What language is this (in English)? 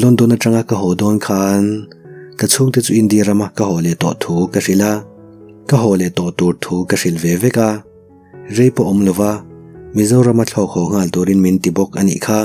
Mizo